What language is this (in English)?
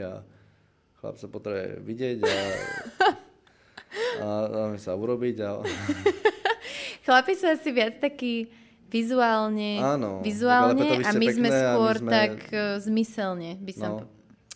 Slovak